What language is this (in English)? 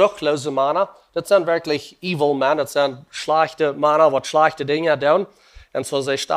Plautdietsch